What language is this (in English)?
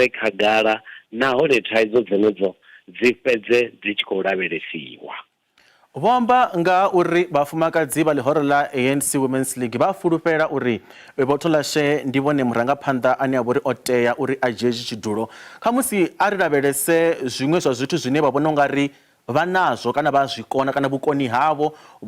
Venda